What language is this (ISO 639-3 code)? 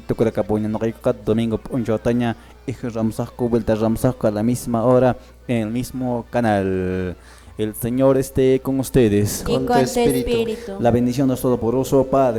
que